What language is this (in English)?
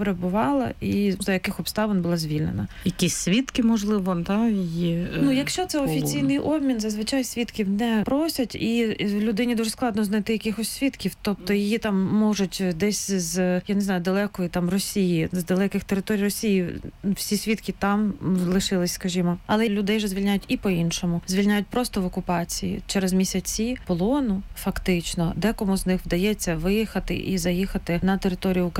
Ukrainian